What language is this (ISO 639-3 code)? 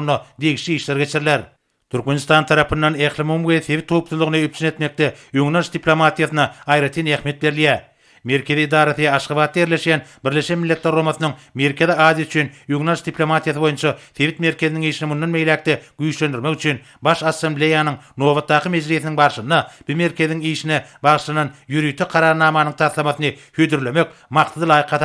tuk